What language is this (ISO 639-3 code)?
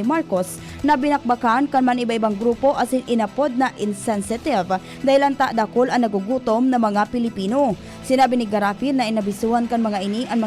bik